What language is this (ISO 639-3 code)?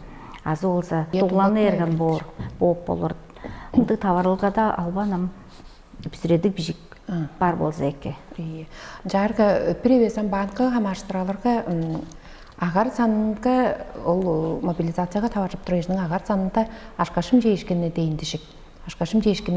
tyv